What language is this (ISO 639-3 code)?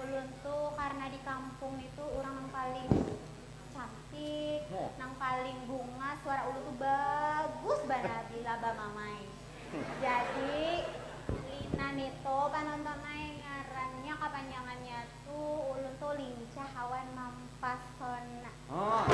bjn